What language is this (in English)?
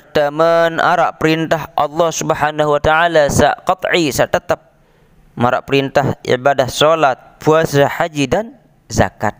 Sasak